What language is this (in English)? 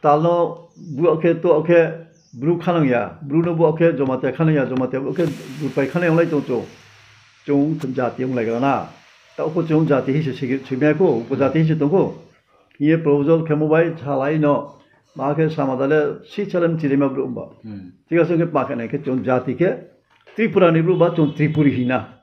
Riang (India)